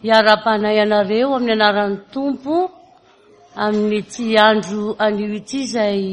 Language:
Malagasy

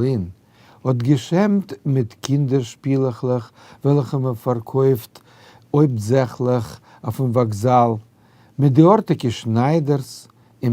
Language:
Yiddish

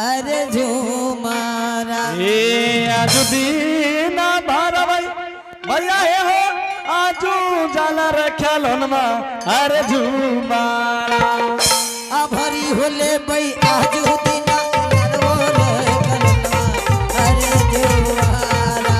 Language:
Angika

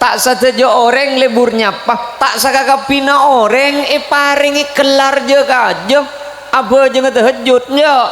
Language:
Madurese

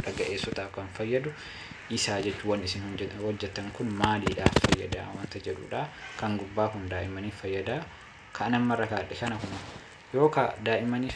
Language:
Oromo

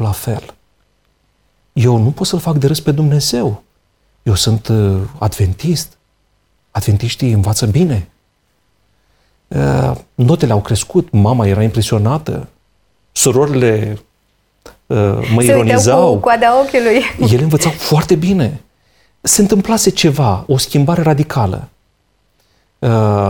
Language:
Romanian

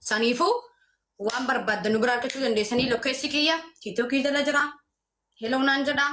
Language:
Oromo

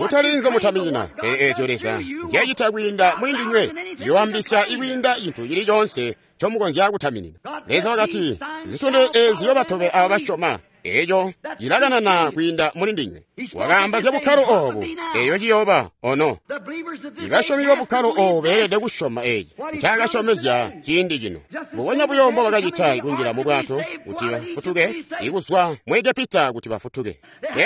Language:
Tonga (Zambia)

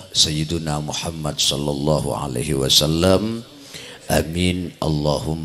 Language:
Madurese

